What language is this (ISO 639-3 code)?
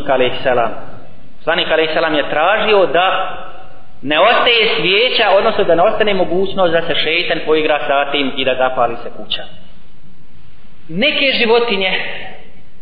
bos